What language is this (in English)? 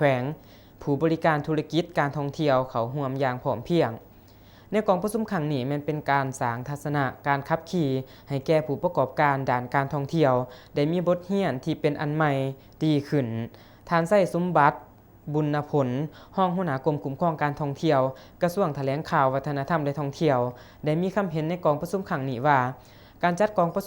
Lao